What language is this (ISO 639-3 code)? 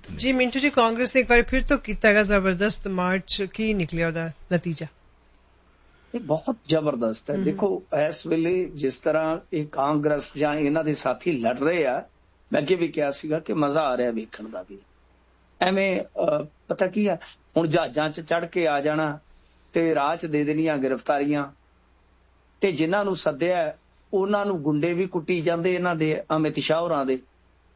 pan